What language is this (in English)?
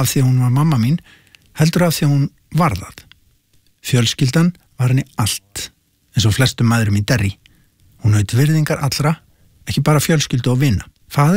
Icelandic